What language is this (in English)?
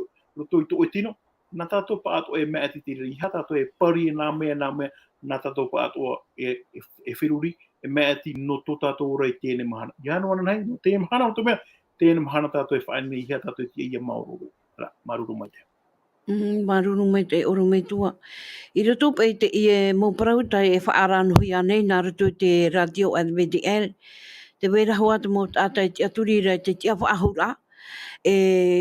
Tahitian